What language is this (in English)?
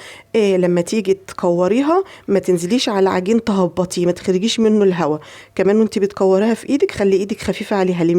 Egyptian Arabic